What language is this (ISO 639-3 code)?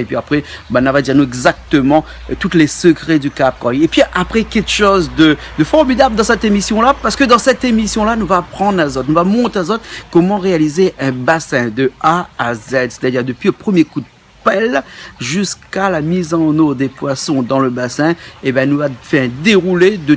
rcf